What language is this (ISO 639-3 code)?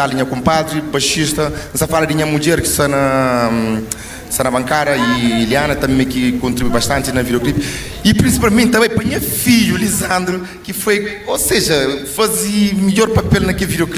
kea